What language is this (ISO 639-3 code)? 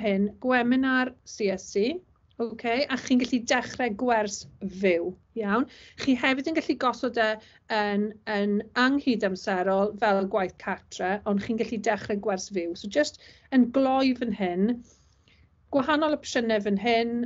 cym